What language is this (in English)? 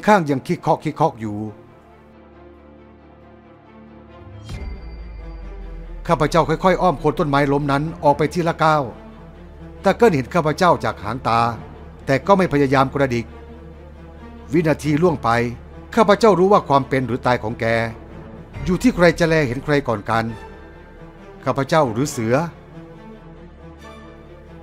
Thai